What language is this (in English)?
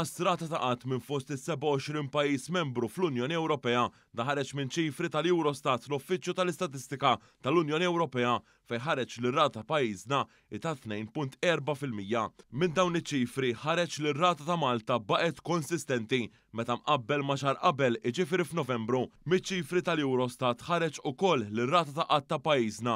Maltese